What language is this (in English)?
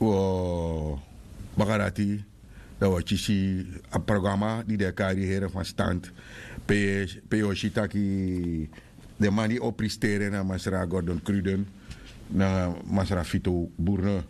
Sranan Tongo